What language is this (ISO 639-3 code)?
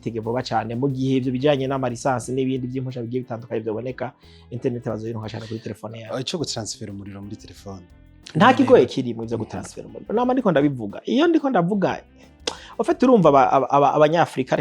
run